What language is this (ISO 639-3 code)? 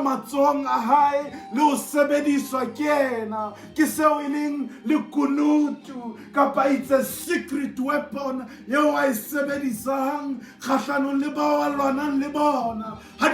sot